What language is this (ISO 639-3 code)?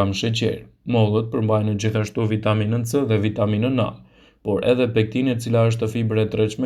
sqi